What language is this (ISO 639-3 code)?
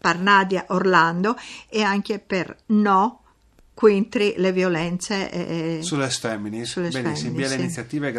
fur